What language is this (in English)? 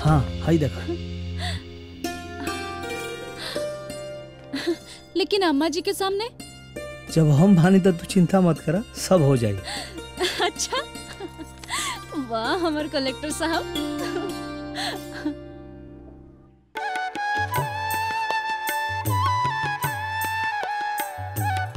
Bhojpuri